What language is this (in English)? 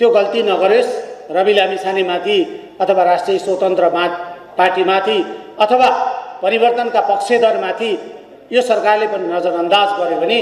Nepali